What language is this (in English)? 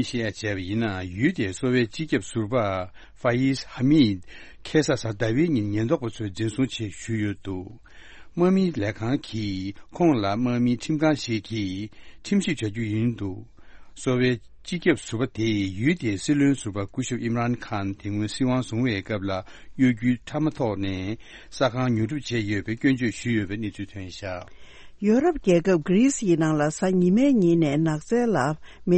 Tibetan